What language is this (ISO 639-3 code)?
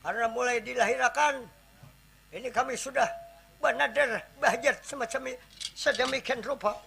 bjn